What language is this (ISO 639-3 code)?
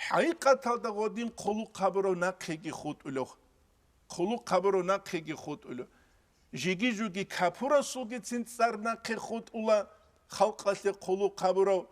ava